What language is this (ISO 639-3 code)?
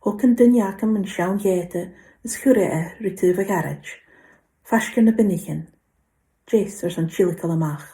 gla